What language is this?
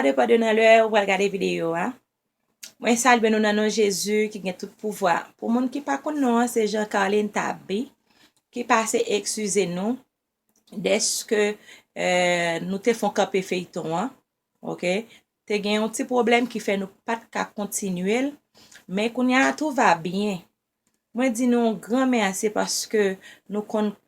Haitian Creole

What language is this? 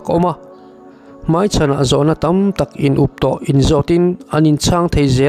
Mizo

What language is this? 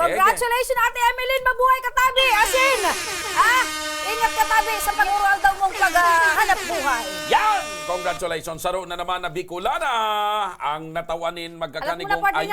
Bikol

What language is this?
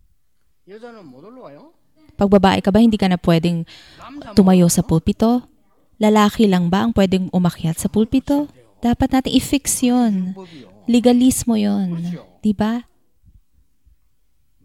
Filipino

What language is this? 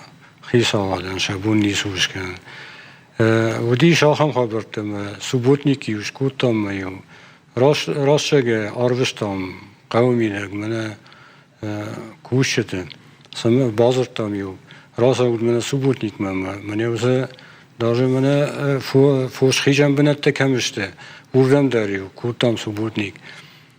Ossetic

